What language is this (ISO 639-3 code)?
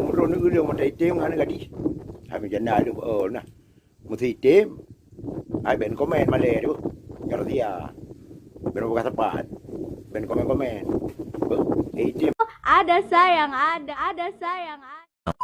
ace